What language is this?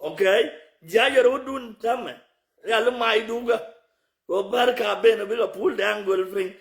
Nuer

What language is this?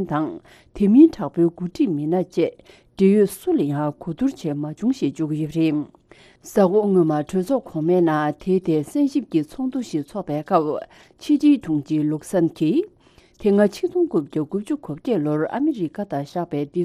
Tibetan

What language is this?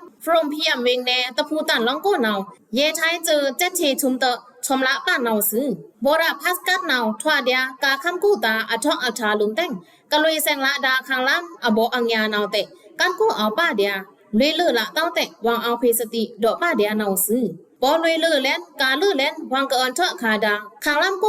Pa'o Karen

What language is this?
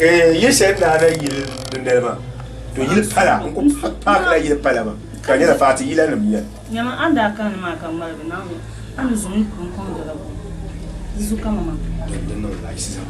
Dagbani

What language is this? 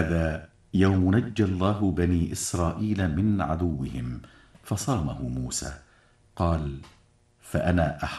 Arabic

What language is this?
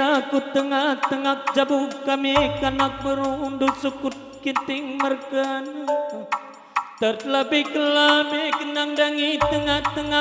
Batak Karo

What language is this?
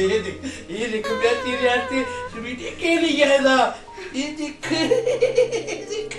Dogri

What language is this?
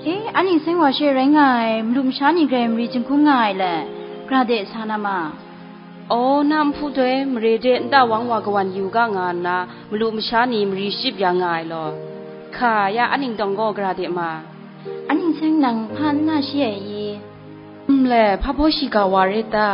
Kachin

